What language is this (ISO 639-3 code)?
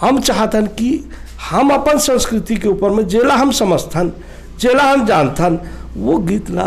hne